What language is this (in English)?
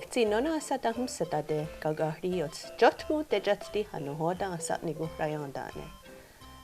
Mohawk